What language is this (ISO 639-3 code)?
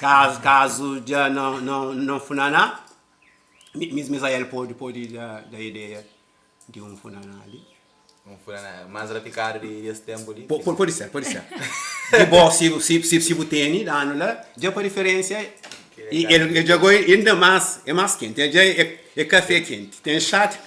kea